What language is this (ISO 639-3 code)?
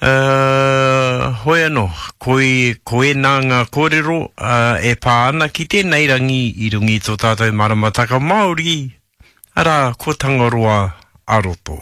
mri